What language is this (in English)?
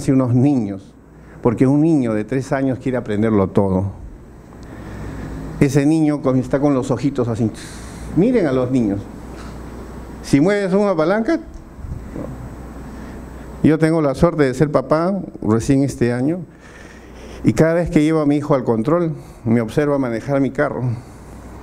Spanish